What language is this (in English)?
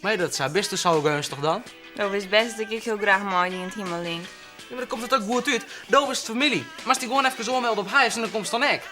Western Frisian